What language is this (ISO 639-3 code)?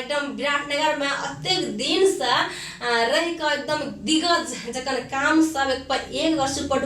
mai